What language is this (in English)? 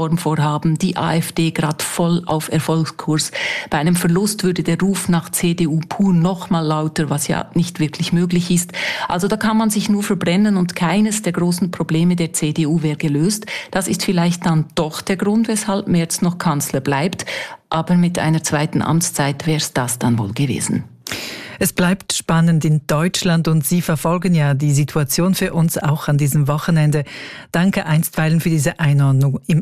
German